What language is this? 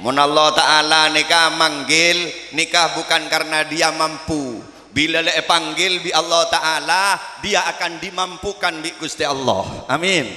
Madurese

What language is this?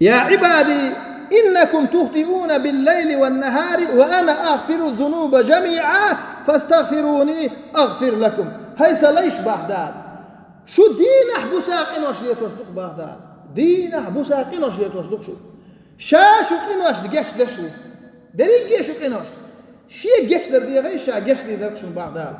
Chechen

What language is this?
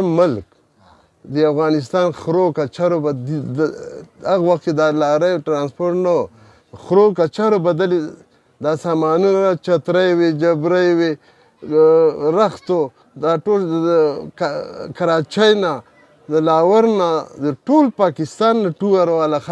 Pashto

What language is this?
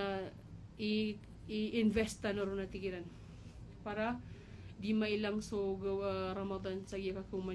Maranao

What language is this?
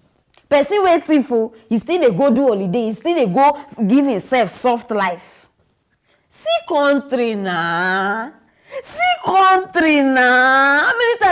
Nigerian Pidgin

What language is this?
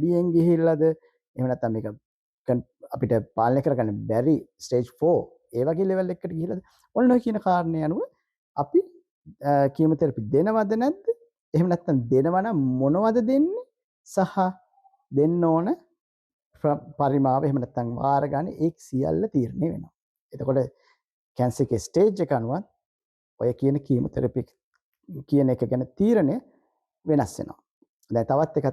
Sinhala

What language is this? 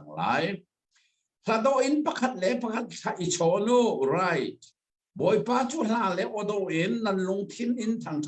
Hakha Chin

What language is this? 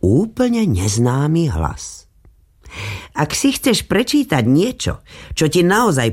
Slovak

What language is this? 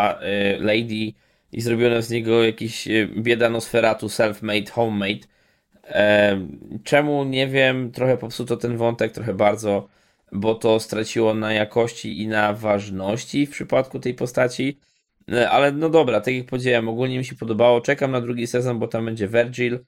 Polish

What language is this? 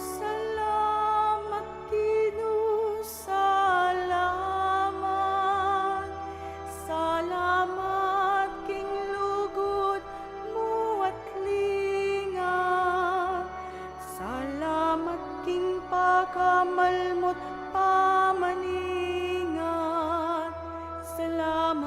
Pampanga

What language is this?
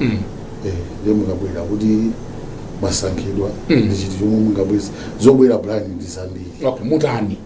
Nyanja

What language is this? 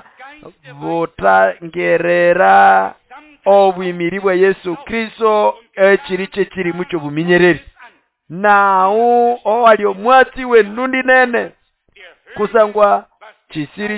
Nande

